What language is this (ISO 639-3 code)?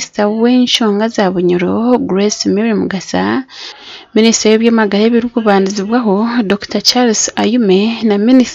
nyn